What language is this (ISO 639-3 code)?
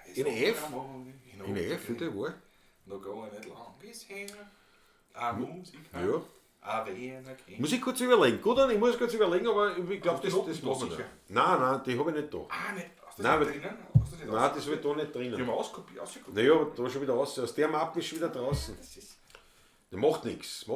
bar